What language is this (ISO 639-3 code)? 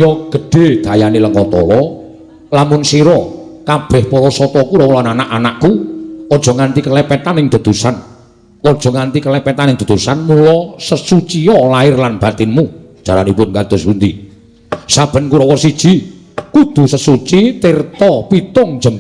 jav